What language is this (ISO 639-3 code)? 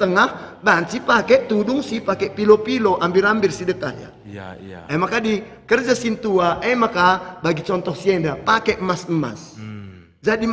btx